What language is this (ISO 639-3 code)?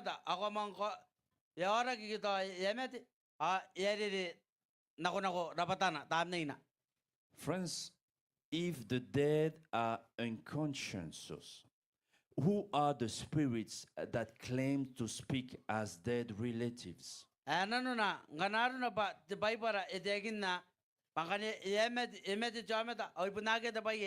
gil